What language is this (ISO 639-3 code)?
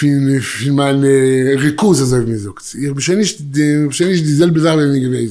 yid